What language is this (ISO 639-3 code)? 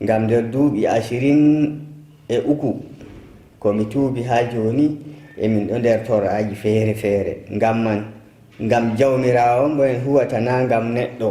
fuv